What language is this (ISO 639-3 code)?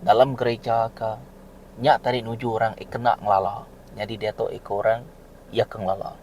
iba